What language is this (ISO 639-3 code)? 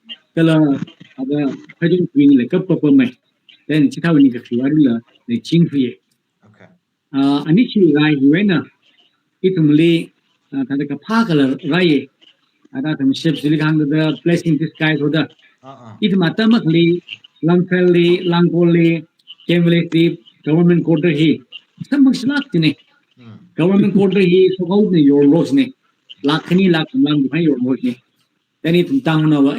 nmf